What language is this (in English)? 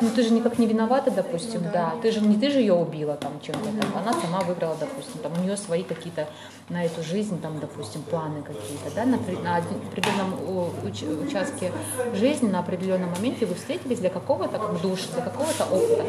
Russian